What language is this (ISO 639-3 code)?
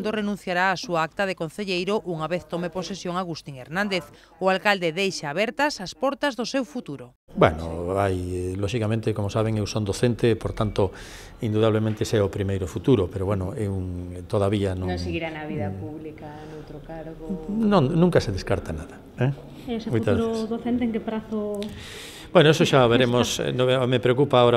glg